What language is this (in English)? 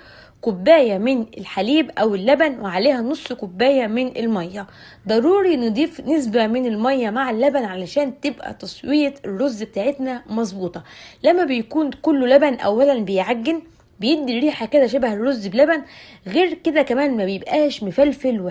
Egyptian Arabic